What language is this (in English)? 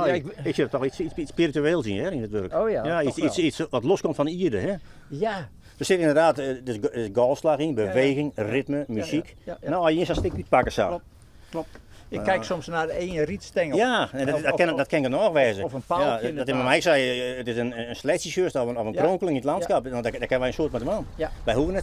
Western Frisian